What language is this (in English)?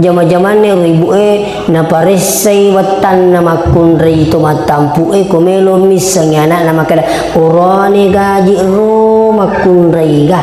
Buginese